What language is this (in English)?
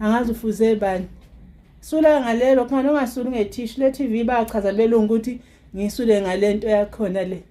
Zulu